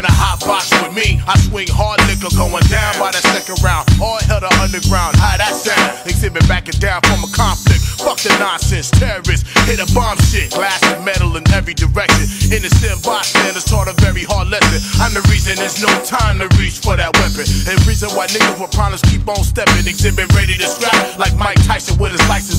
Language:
English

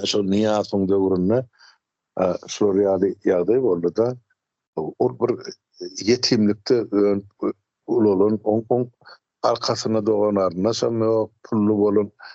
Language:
Turkmen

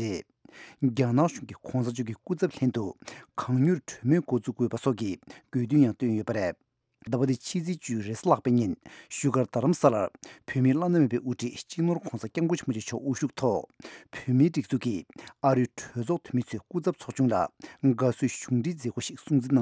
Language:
Tibetan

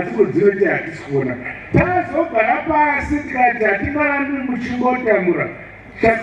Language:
Shona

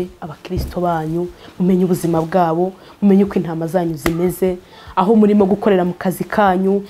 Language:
Kinyarwanda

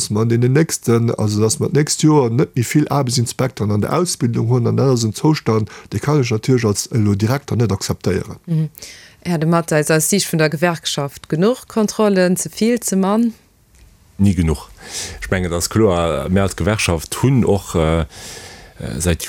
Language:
Luxembourgish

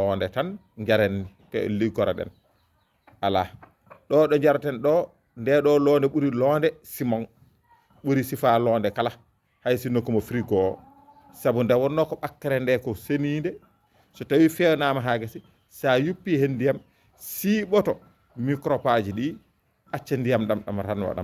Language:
Fula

